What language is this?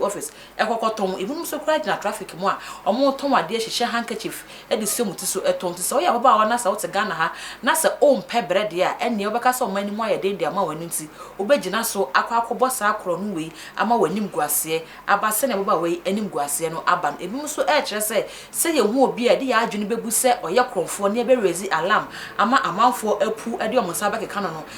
Akan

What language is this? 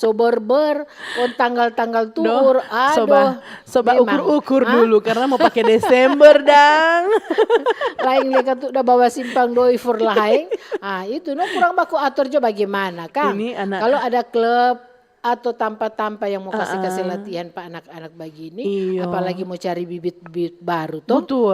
Manado Malay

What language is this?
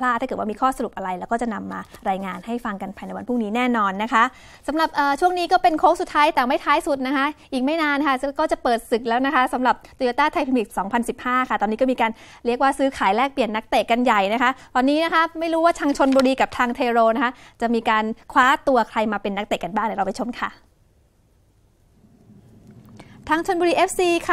Thai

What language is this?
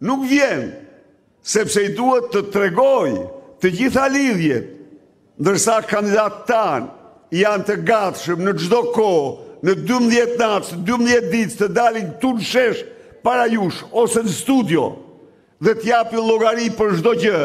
Albanian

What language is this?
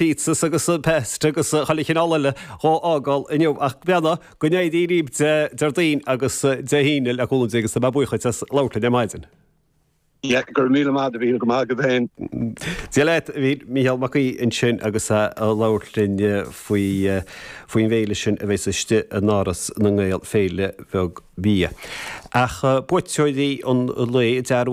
Irish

